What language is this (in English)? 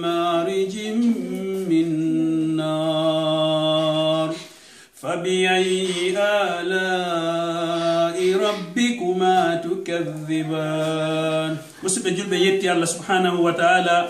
Pular